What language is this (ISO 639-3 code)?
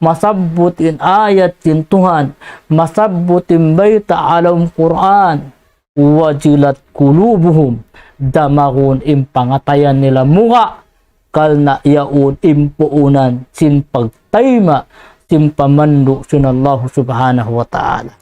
tsg